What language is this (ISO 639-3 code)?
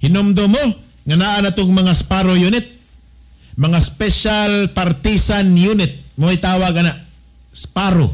ceb